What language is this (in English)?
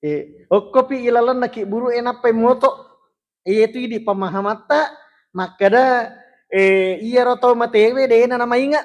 Buginese